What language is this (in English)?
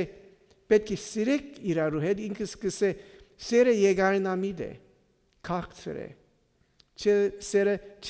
Western Armenian